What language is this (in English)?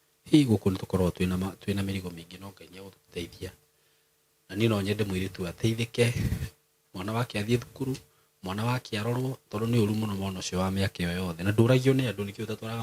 Kikuyu